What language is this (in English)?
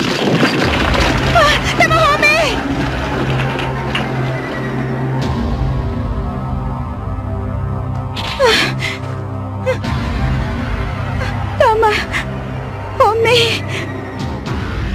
Filipino